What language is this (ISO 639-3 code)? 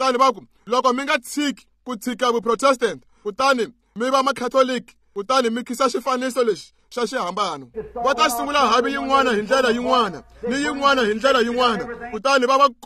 tso